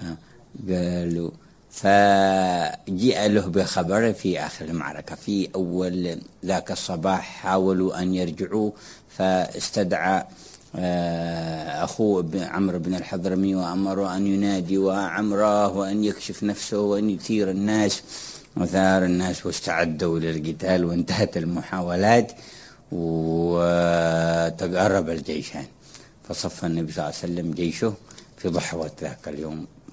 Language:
Arabic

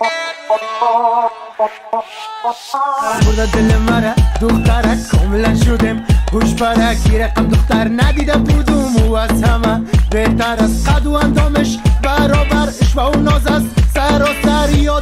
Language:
Persian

